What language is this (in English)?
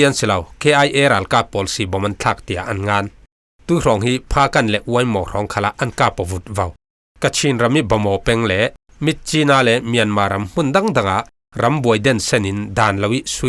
Falam Chin